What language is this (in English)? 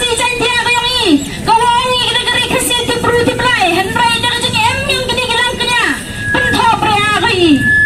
Khasi